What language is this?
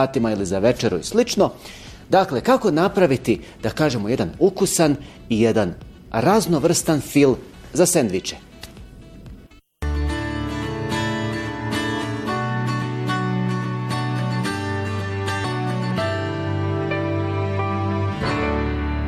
Bosnian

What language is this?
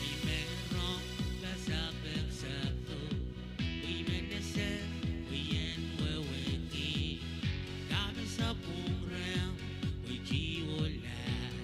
Pohnpeian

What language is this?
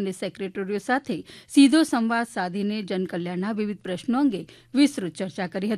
Gujarati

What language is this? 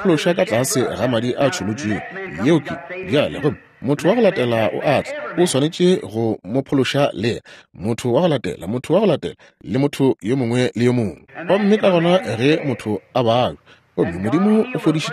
Northern Sotho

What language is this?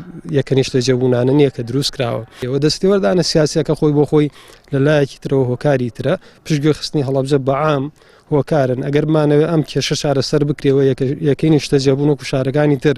Central Kurdish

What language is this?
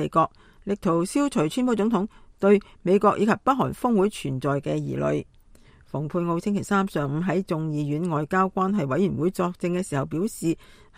Cantonese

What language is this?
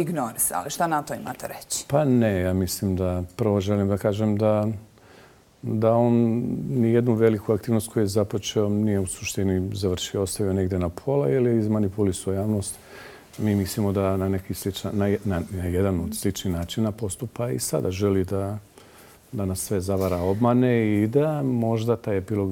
Croatian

